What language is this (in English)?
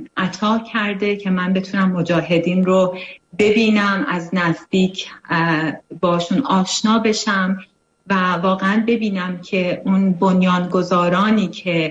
Persian